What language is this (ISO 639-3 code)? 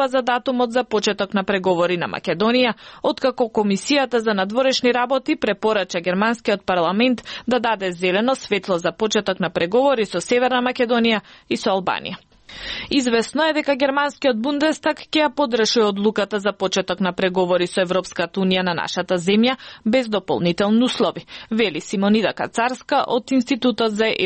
mkd